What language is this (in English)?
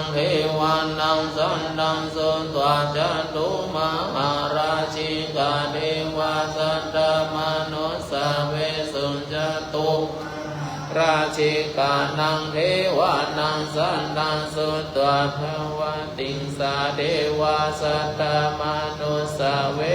Pali